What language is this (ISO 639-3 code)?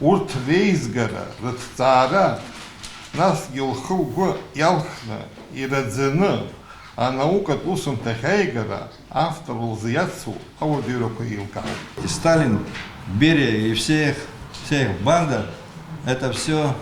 abk